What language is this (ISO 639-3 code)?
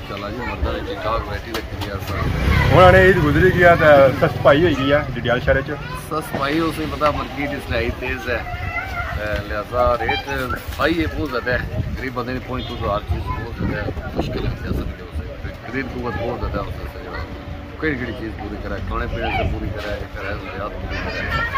phr